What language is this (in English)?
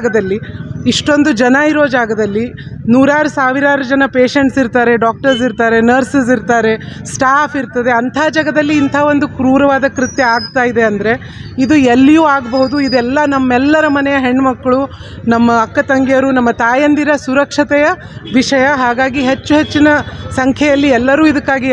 Kannada